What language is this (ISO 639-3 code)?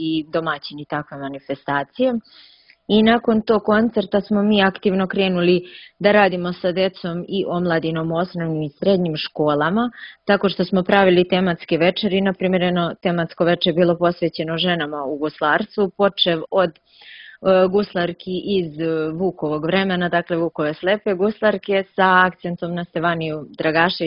srp